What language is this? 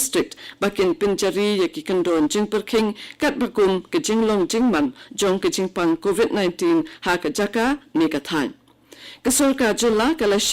Khasi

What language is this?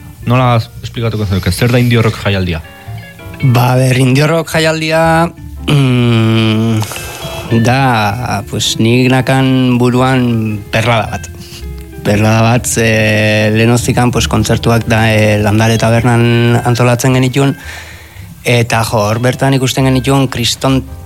Basque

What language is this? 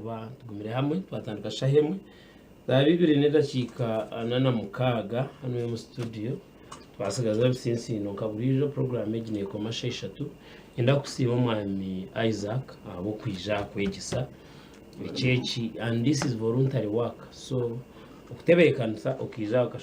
Nyankole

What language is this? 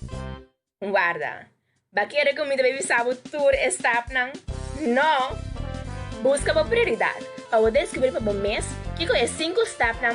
Papiamento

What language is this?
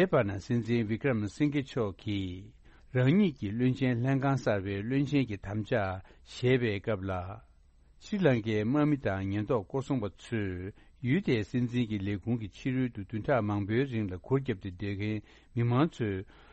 Tibetan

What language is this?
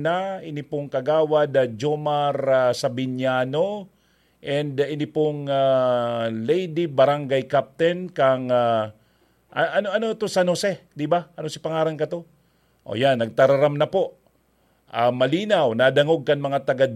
Bikol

